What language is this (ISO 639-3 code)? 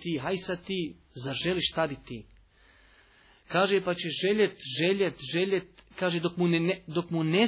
bos